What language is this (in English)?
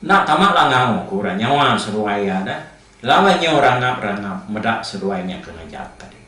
Iban